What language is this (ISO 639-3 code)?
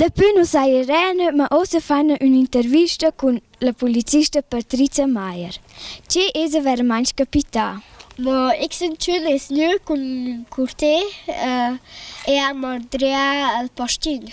roh